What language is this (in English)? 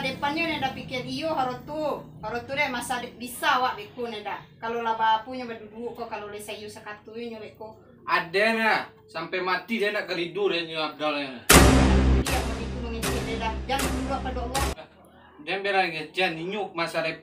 Minangkabau